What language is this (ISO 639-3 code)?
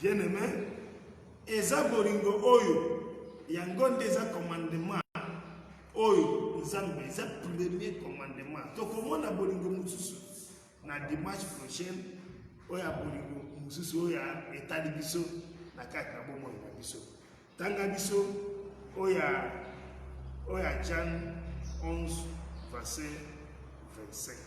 lin